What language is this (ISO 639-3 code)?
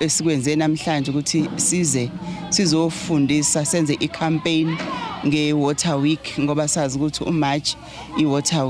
zul